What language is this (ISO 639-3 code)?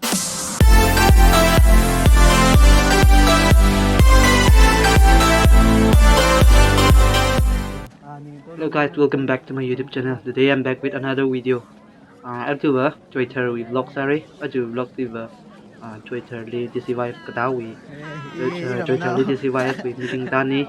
nmf